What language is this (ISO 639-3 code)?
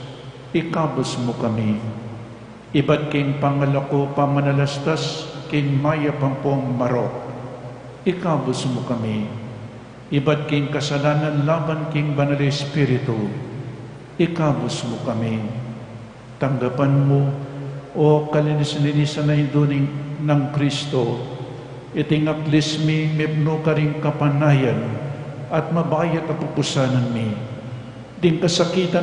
pam